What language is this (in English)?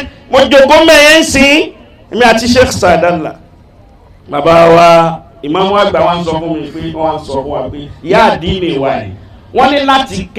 Yoruba